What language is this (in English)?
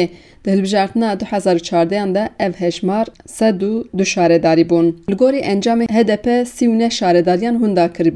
Kurdish